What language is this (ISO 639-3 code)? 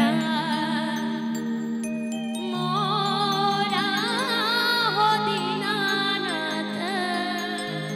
bho